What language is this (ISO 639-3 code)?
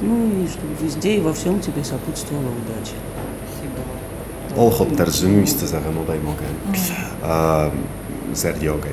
oss